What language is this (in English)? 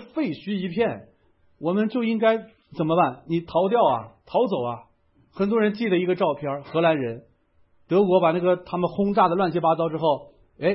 Chinese